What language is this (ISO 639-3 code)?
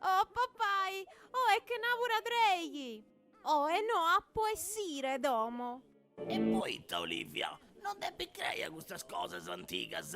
srd